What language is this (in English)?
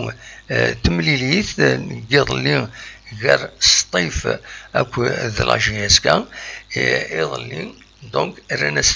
Kabyle